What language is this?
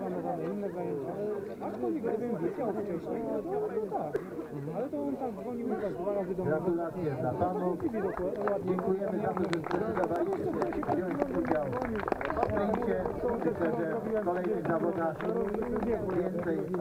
Polish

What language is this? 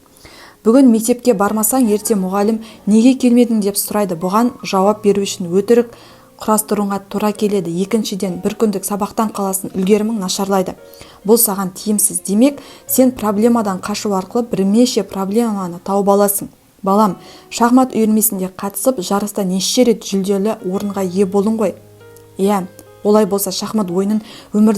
Kazakh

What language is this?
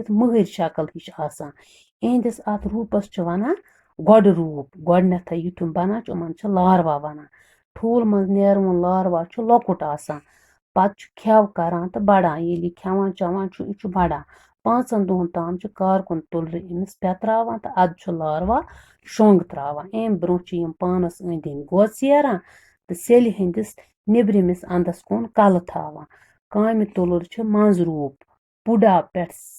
Kashmiri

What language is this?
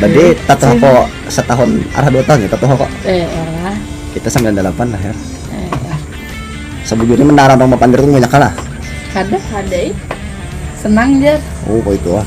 Banjar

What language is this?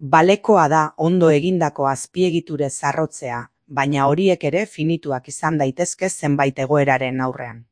Basque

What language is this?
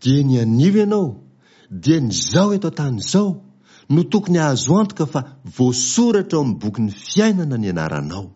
Malagasy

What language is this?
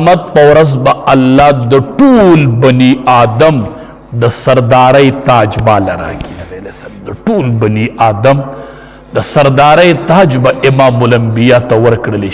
Pashto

